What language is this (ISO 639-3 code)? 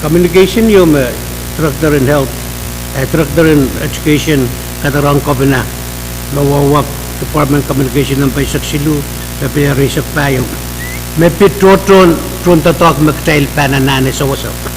pon